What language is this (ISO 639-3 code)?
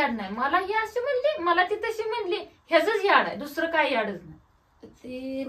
mar